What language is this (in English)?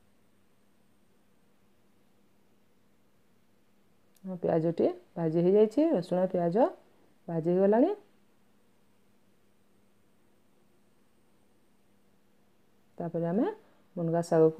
Odia